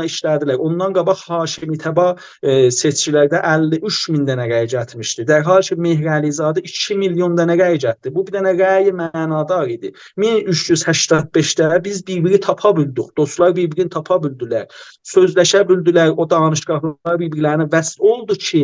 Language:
South Azerbaijani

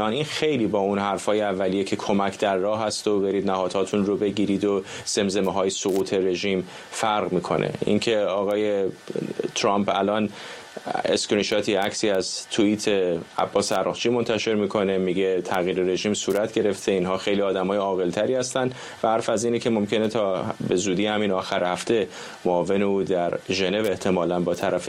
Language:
Persian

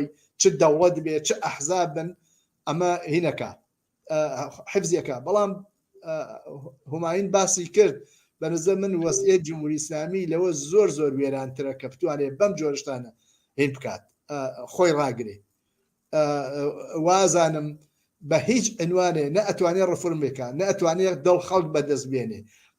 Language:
Central Kurdish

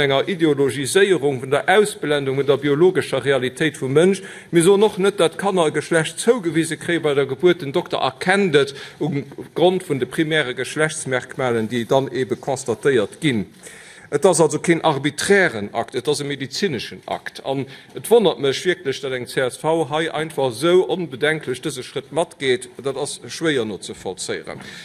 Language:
Luxembourgish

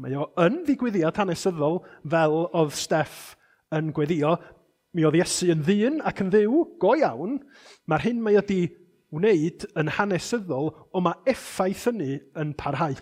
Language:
Welsh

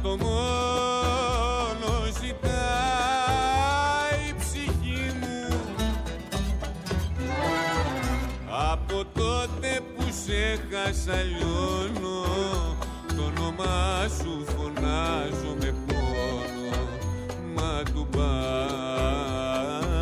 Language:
Greek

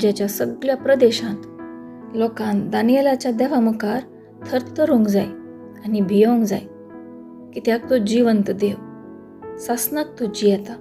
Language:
Konkani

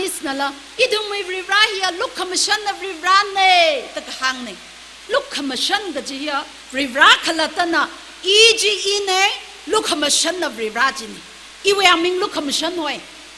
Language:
Tangkhul Naga (India)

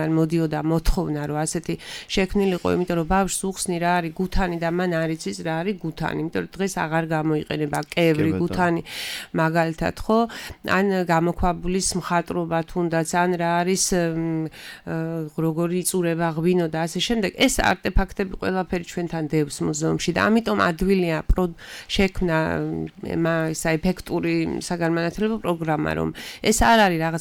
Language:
Georgian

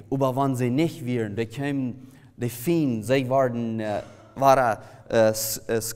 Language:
Plautdietsch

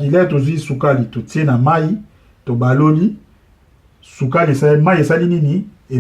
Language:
Lingala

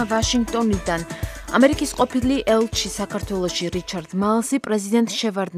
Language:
Georgian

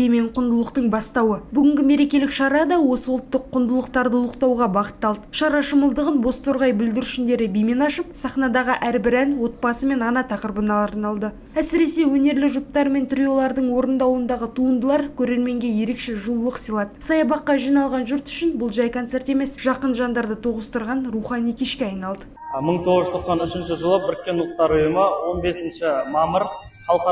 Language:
Kazakh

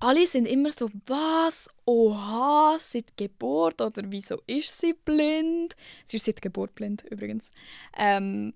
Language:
Swiss German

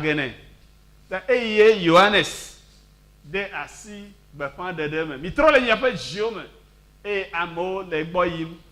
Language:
Ewe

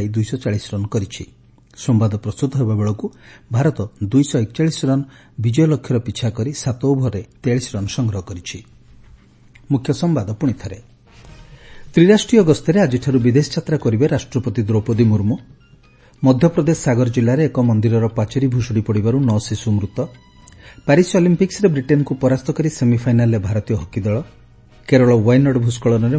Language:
Odia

